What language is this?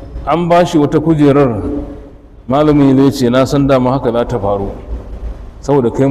Hausa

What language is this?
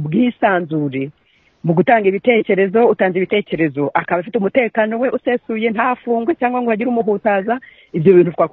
Kinyarwanda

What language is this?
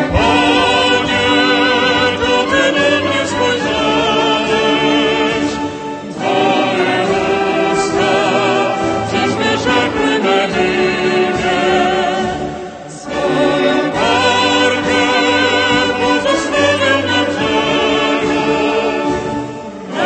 Polish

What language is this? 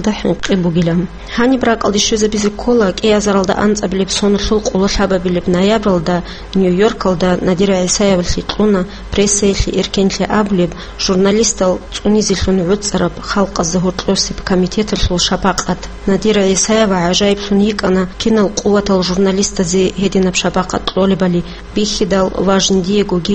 Avaric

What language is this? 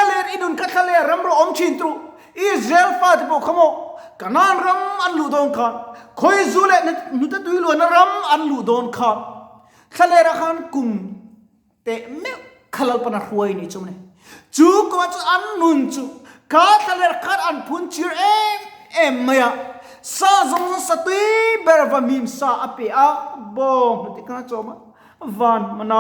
Mizo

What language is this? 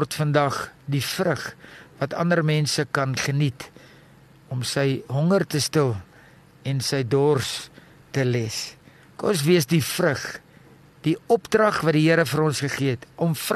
Afrikaans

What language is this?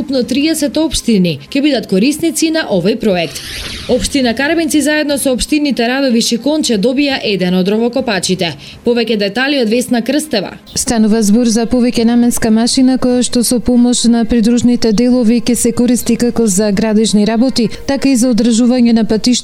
Macedonian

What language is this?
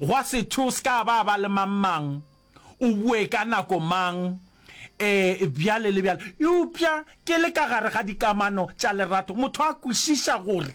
Northern Sotho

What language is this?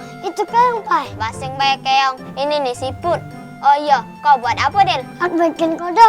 Musi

